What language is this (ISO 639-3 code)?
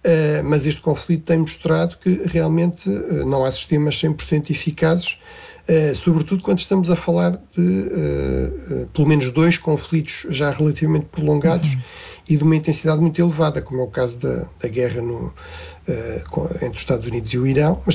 por